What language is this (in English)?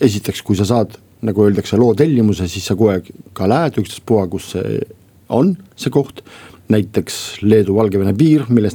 Estonian